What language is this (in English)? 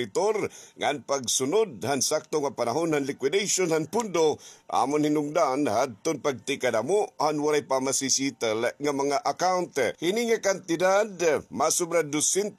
Waray